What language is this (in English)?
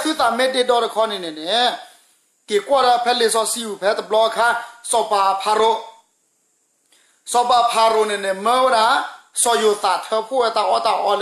S'gaw Karen